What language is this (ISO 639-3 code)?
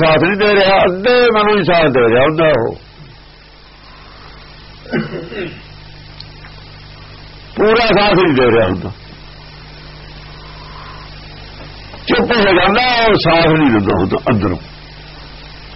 pan